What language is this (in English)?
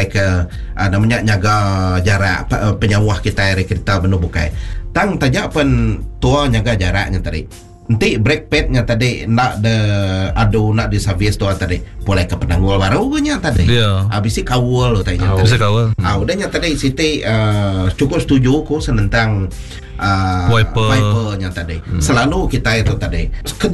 Iban